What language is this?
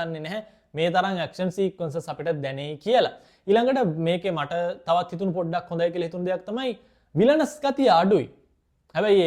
Sinhala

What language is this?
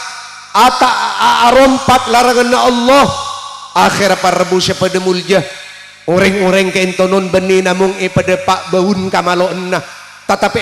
Madurese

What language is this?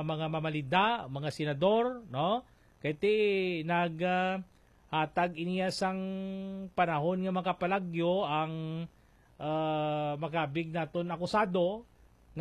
Hiligaynon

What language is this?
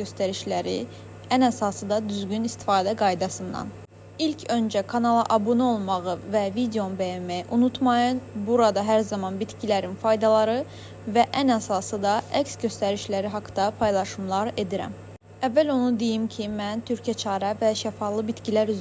Azerbaijani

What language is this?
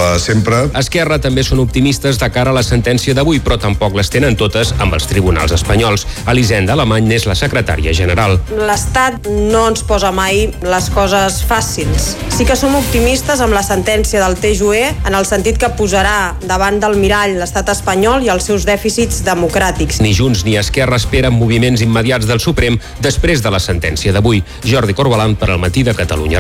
Catalan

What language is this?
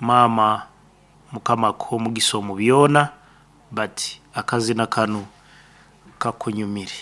Nyoro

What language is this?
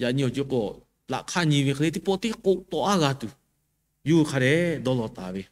Lahu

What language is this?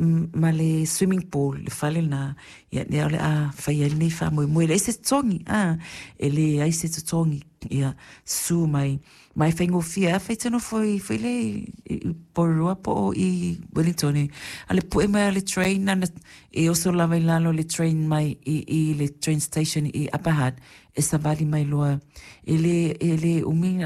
Samoan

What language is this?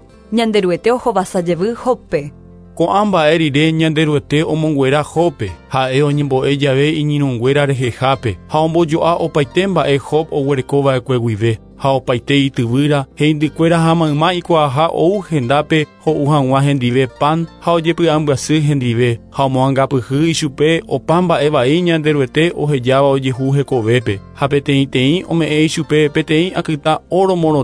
Guarani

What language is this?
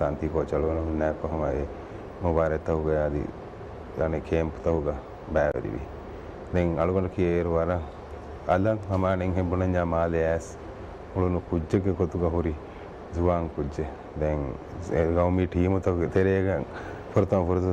Divehi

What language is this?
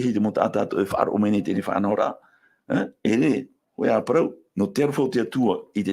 Tahitian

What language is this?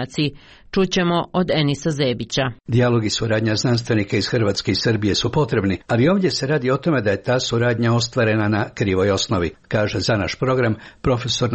Croatian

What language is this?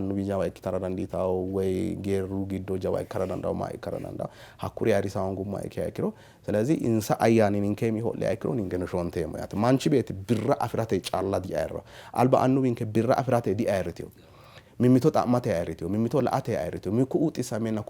Sidamo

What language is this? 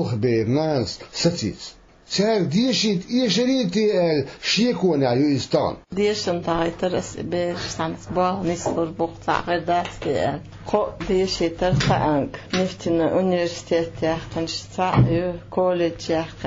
Chechen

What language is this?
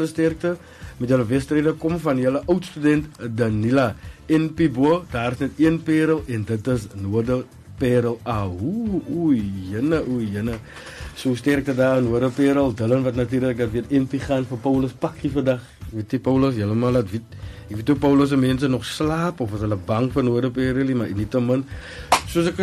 Afrikaans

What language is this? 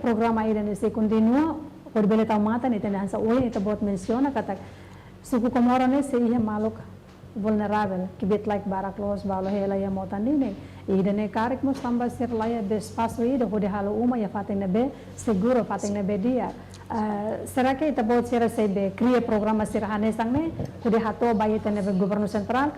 Tetum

